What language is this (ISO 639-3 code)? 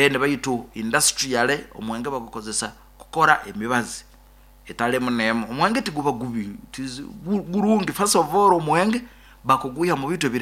nyo